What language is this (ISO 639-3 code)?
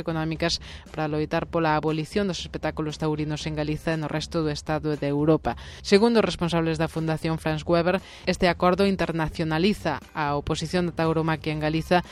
glg